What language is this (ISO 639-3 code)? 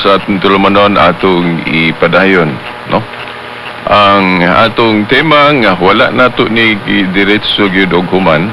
ceb